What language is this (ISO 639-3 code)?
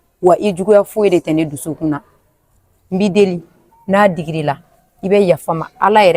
bam